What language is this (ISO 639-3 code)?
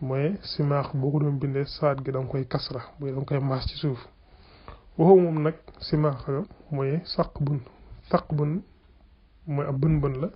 wol